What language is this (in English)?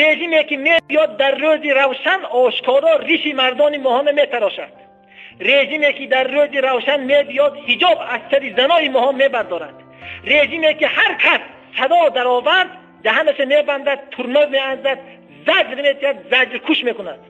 Tajik